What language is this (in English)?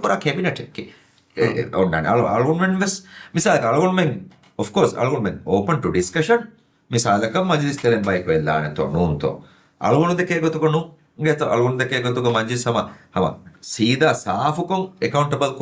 Divehi